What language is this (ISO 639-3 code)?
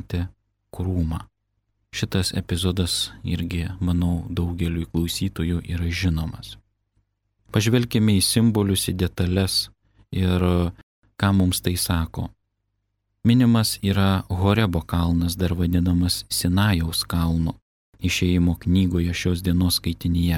lit